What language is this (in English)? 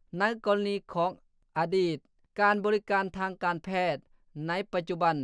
Lao